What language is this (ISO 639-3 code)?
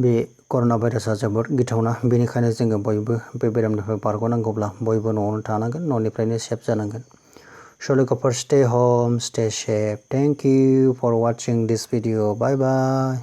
brx